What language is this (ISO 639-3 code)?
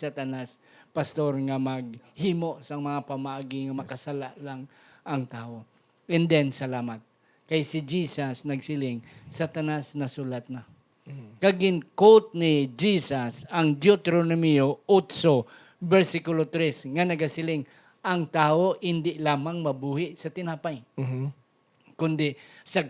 hil